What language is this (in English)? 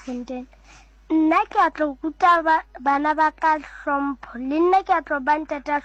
Southern Sotho